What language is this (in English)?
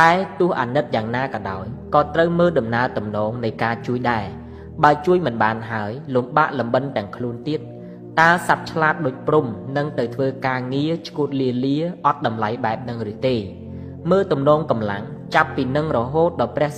Khmer